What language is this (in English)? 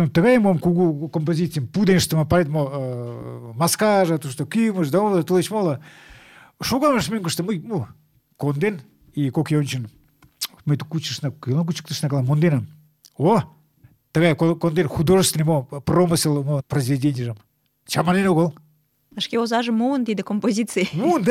Mari